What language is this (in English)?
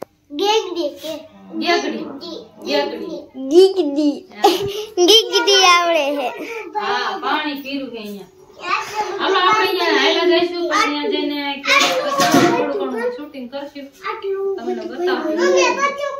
Gujarati